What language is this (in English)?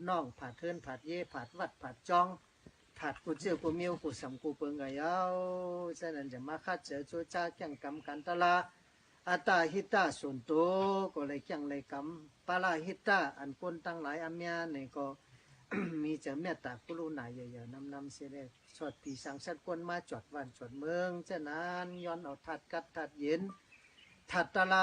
Shan